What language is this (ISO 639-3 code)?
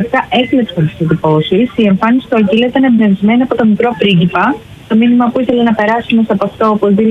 ell